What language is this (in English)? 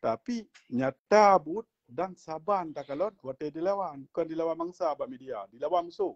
Achinese